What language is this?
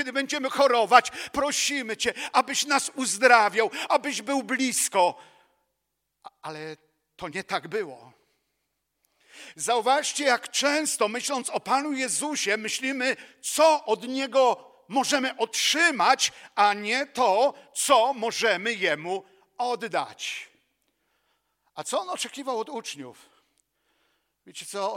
Polish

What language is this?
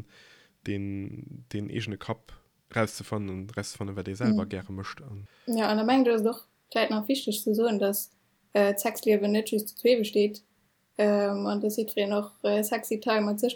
Luxembourgish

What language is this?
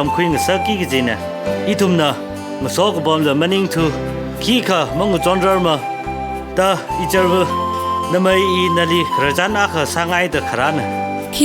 Tangkhul Naga (India)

